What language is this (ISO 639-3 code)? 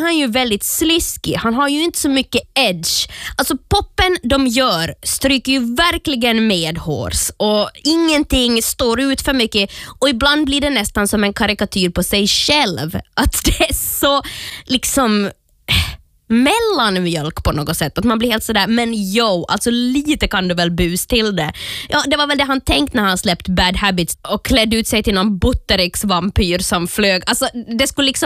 swe